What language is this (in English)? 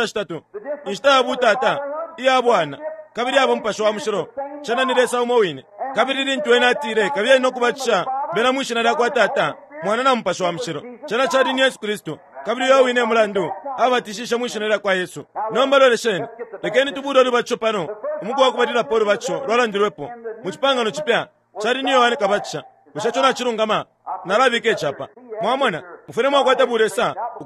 Bemba